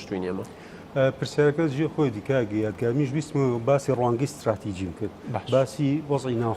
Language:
Central Kurdish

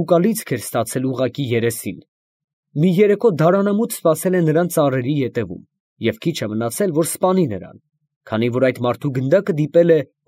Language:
Armenian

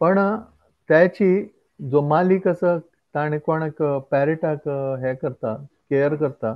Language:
Konkani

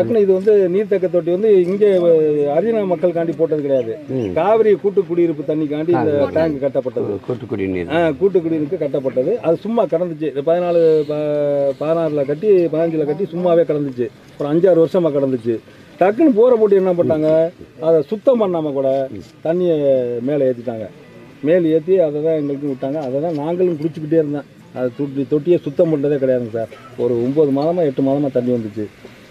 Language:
Tamil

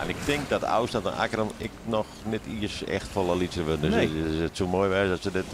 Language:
Western Frisian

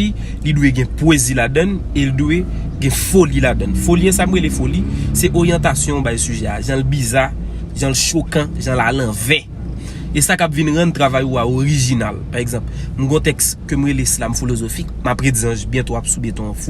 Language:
Haitian Creole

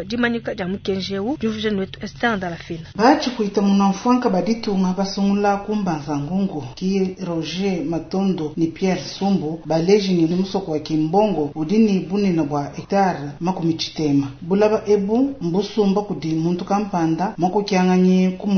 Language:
Luba-Lulua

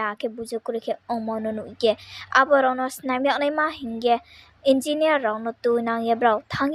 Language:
Riang (India)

